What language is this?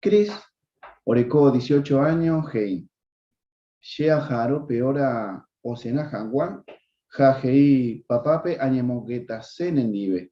Guarani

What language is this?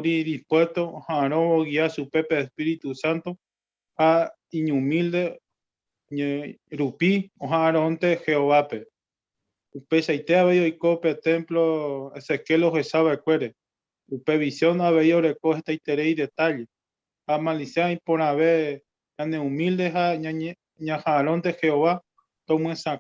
Guarani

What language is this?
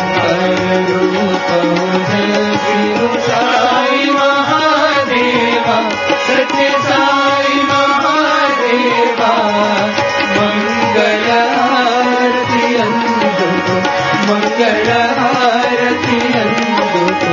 Telugu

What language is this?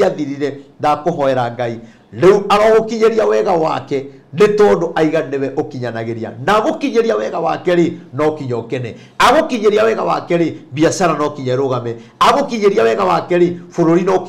Kikuyu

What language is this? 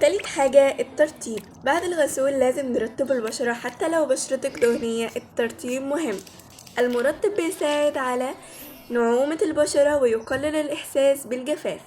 Egyptian Arabic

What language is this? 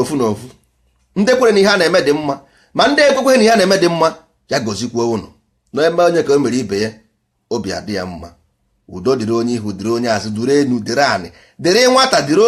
Igbo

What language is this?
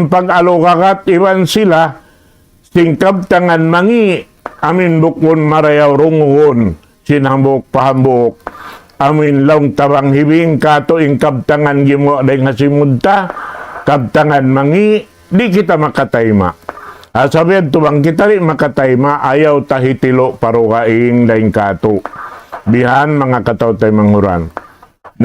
Tausug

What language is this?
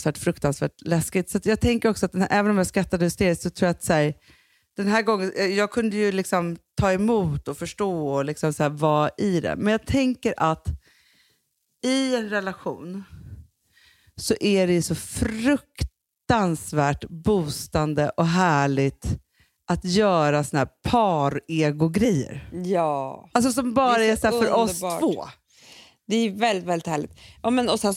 Swedish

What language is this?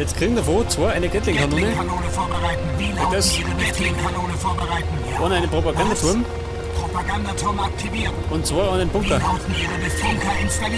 Bavarian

